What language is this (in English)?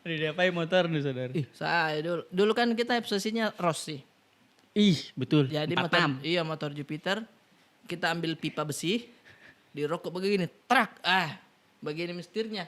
Makassar Malay